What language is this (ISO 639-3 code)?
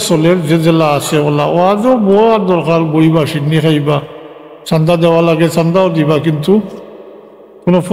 syl